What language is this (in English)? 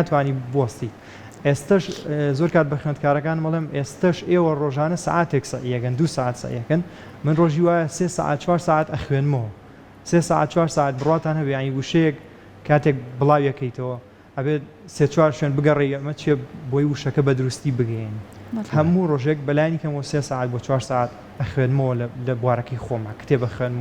Central Kurdish